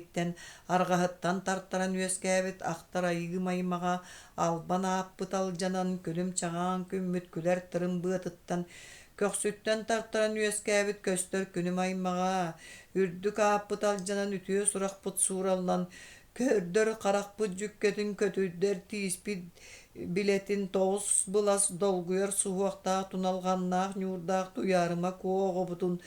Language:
Yakut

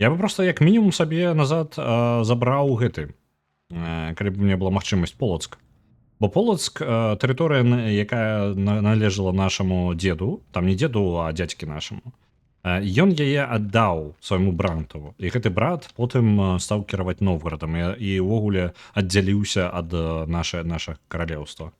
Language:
Belarusian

